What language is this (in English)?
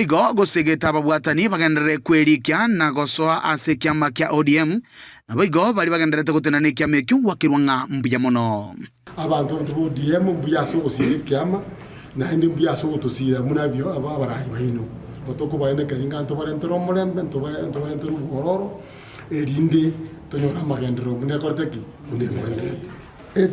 Gusii